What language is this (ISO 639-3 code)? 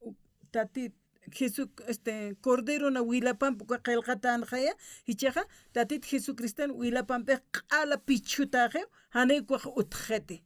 aym